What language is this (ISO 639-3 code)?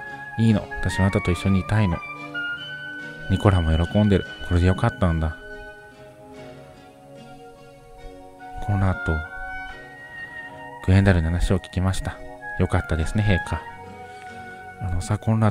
jpn